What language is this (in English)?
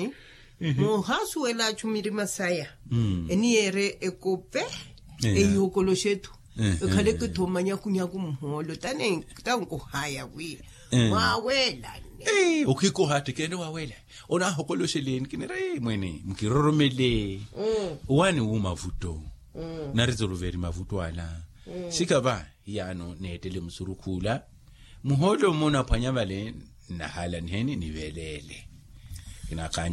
Makhuwa